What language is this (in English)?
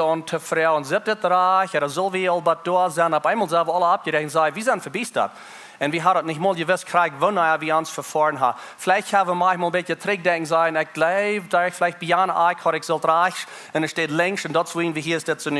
Plautdietsch